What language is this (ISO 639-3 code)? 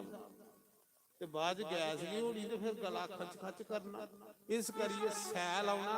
doi